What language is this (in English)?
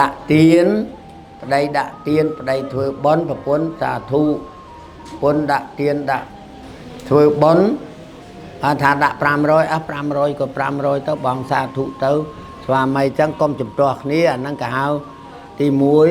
Khmer